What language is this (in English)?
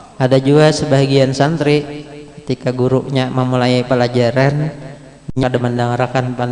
Banjar